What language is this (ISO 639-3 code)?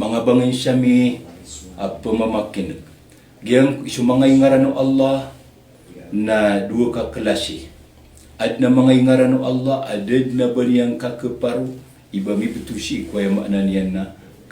mrw